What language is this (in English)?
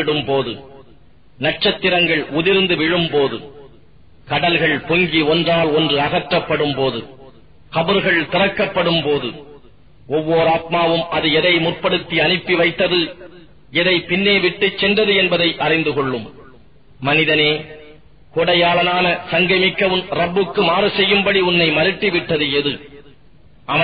Tamil